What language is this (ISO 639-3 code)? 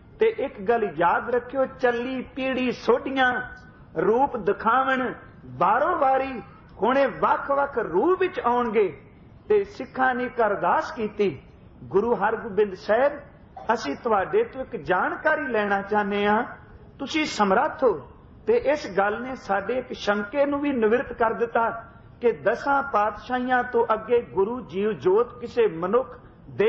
pan